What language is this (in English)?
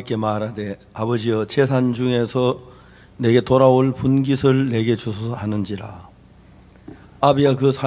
Korean